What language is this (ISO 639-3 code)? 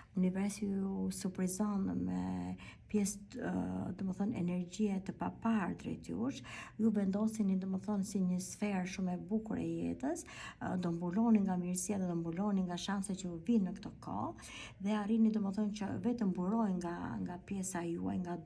sqi